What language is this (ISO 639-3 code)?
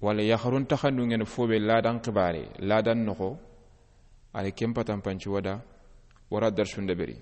snk